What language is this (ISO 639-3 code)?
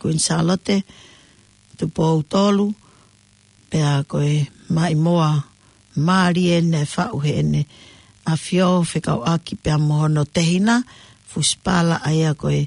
ton